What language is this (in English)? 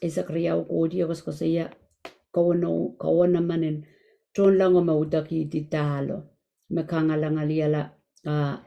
Pohnpeian